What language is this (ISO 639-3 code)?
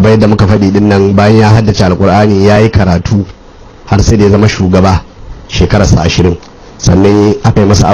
hau